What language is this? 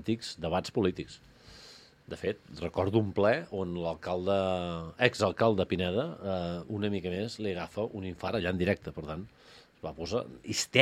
Catalan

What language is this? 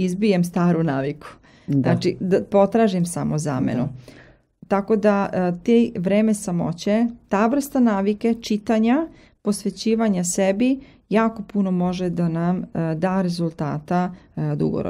Serbian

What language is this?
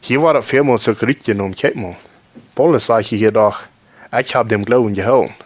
Plautdietsch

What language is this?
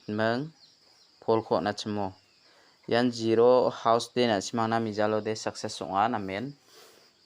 Garo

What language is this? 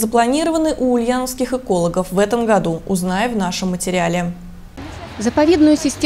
Russian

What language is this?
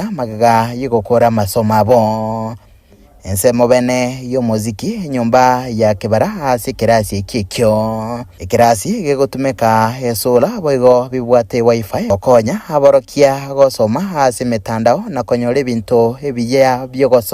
Gusii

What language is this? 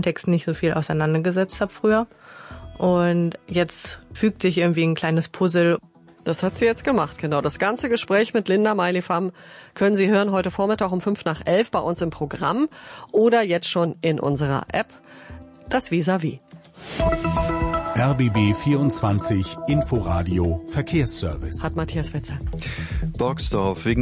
German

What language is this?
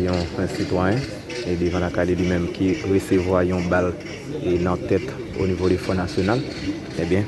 Haitian Creole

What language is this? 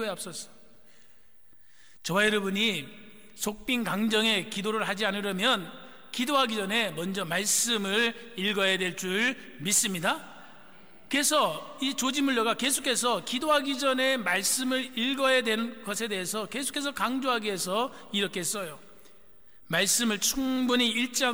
Korean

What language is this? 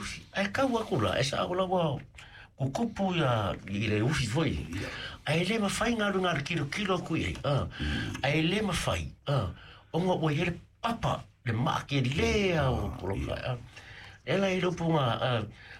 Samoan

